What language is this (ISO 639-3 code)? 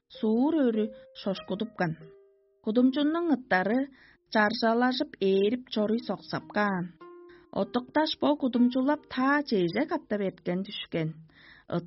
tyv